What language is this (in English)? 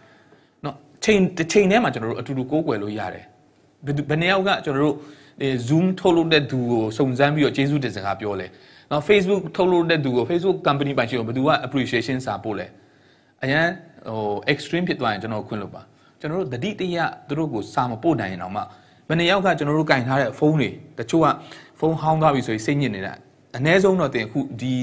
Burmese